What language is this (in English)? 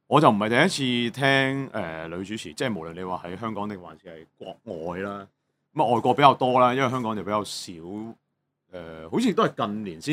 Cantonese